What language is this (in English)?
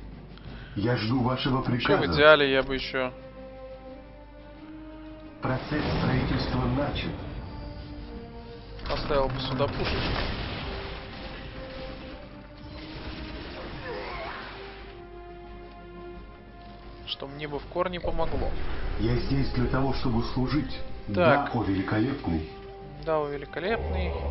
Russian